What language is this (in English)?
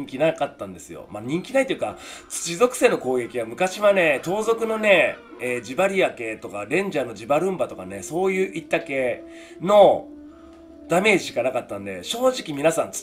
Japanese